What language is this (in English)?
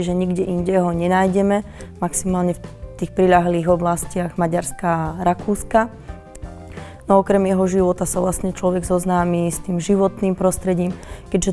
Slovak